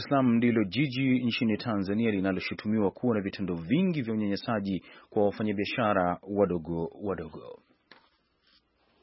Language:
Swahili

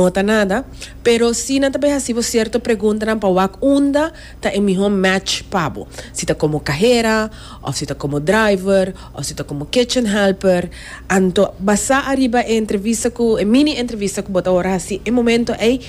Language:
Papiamento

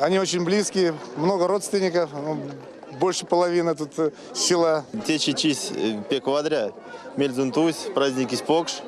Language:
Erzya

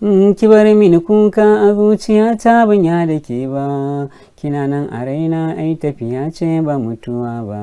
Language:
Hausa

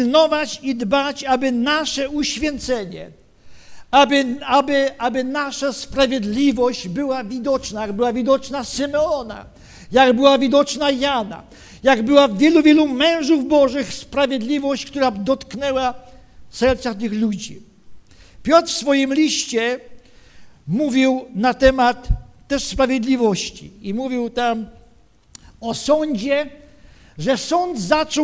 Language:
Polish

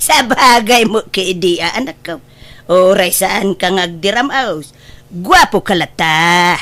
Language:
Iloko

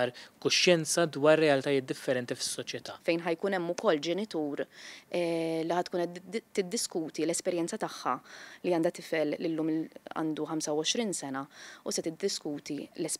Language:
Maltese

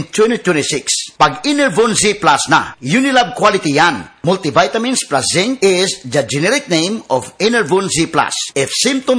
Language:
Filipino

